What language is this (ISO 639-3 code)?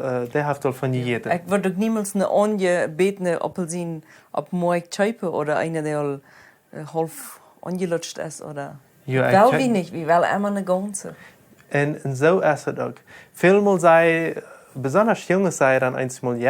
pdt